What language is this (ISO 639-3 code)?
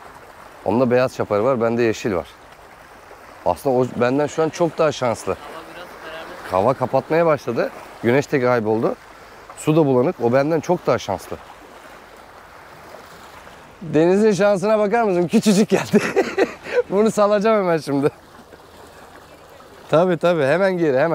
tur